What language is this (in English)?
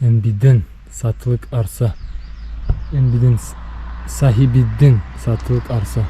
Bashkir